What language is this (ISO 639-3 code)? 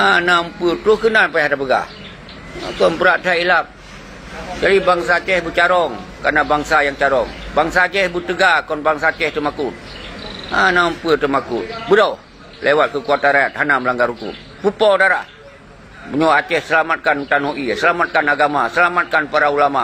ace